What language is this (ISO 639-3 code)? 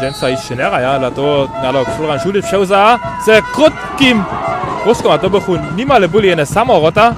hsb